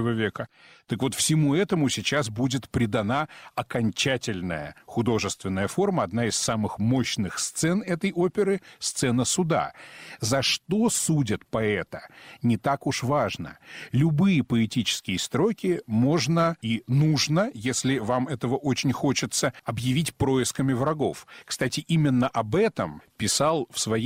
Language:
Russian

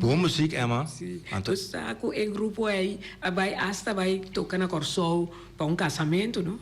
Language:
Papiamento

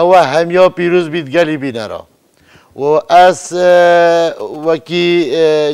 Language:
Kurdish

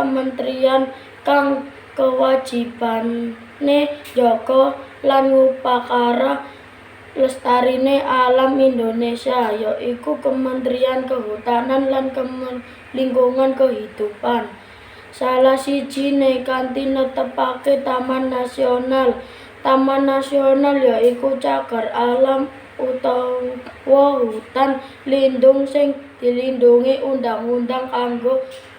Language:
Javanese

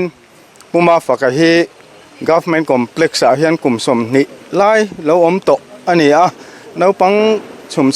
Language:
Mizo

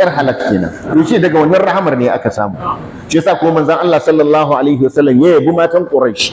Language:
Hausa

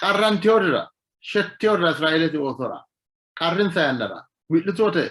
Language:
Sidamo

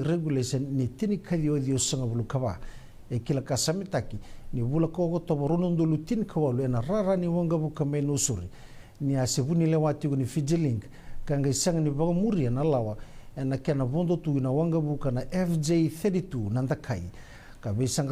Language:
Fijian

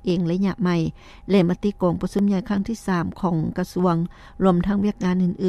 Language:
Lao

